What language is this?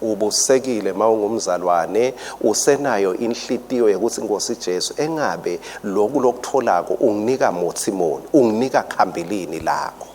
Swati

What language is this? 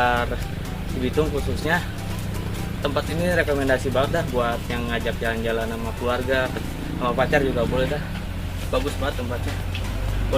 Betawi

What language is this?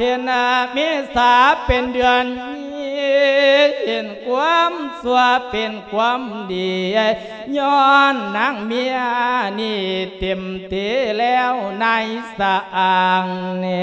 Lao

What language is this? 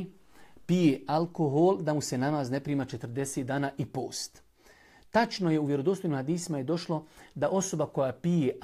Bosnian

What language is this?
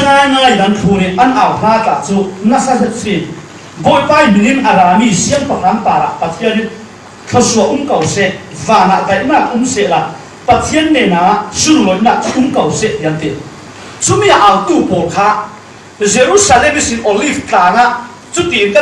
Falam Chin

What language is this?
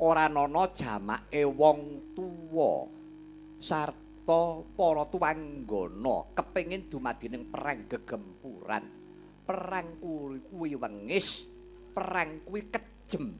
Javanese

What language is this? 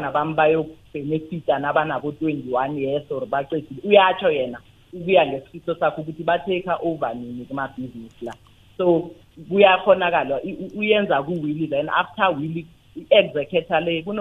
South Ndebele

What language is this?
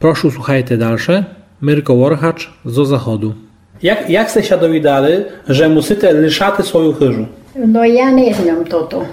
Rusyn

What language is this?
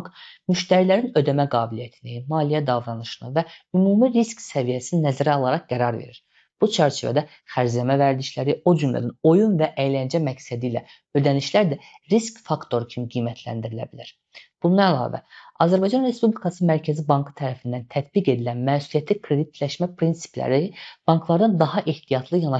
Azerbaijani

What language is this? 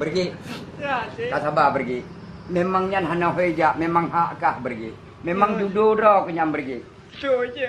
Achinese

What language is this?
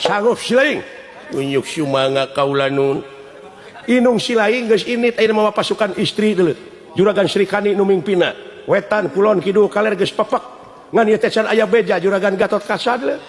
Sundanese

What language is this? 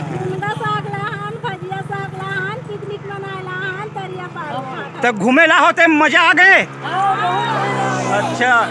Chhattisgarhi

